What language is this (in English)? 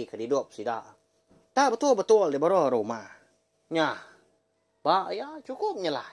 Iban